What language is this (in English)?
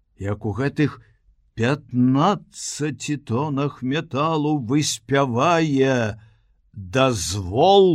Belarusian